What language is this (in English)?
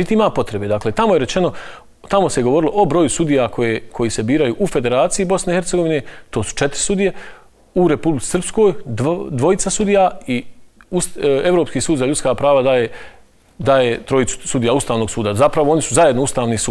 Bosnian